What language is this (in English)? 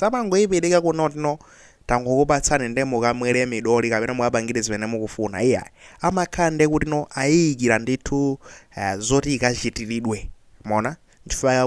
Nyanja